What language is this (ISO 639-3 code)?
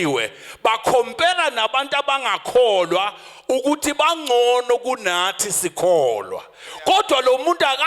zul